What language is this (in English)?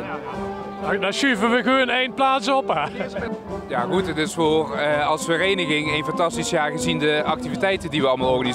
Limburgish